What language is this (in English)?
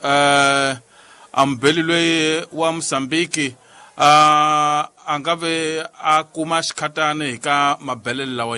Tsonga